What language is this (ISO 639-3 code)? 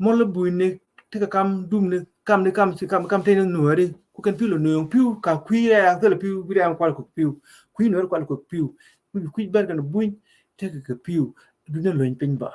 nus